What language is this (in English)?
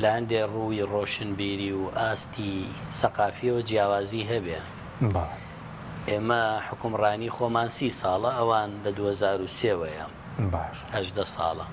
Central Kurdish